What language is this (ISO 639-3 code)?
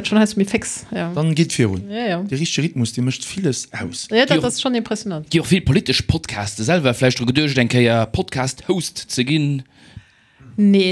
ltz